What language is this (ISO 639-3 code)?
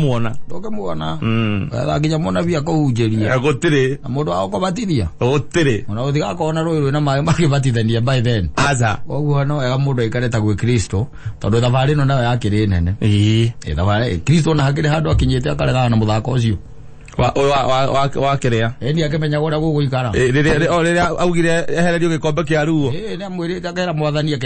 kik